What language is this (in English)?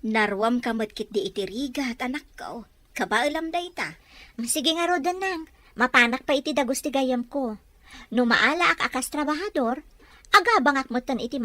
Iloko